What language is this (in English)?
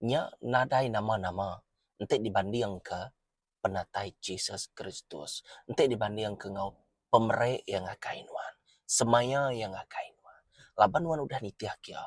Iban